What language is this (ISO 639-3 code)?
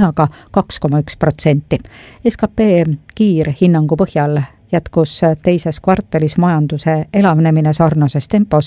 est